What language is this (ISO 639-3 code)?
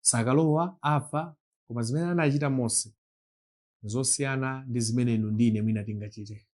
nya